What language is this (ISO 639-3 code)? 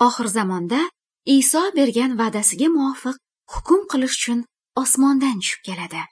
uzb